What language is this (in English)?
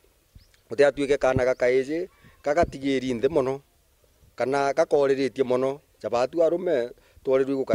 Meru